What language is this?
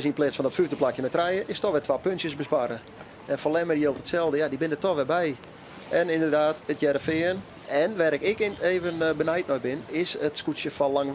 Western Frisian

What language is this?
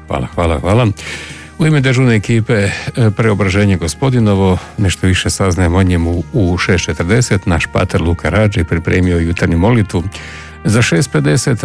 Croatian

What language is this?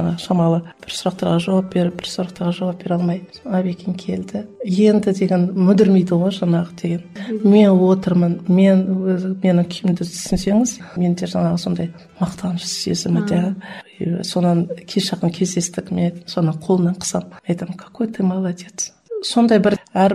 Kazakh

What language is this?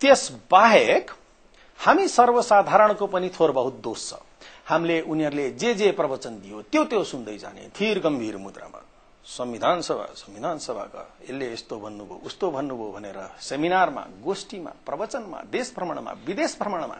Nepali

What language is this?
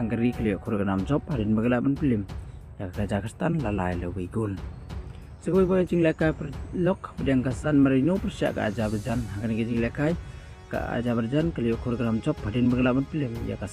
Khasi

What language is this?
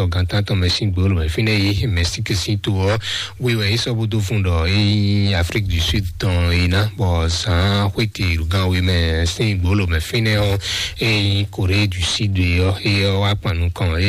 Fon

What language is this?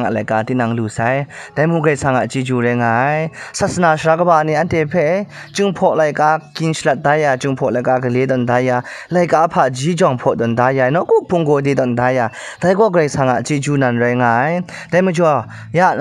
Kachin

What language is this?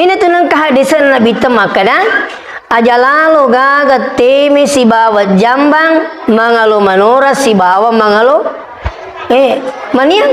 Buginese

